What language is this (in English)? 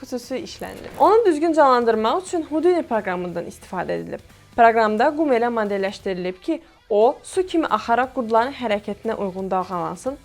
Azerbaijani